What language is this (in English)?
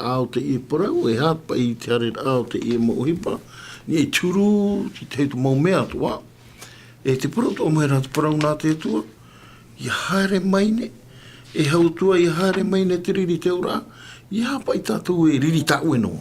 Tahitian